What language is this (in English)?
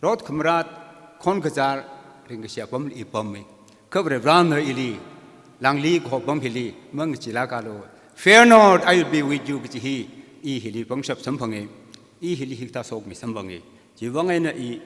Tangkhul Naga (India)